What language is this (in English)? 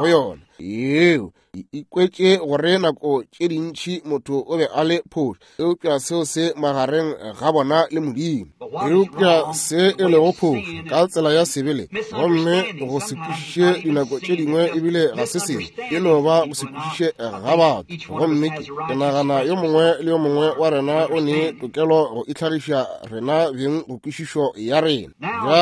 Northern Sotho